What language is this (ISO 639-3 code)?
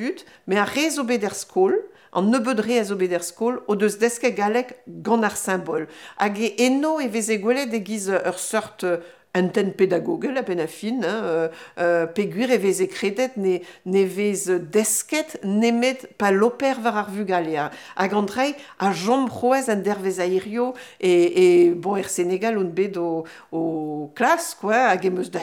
bre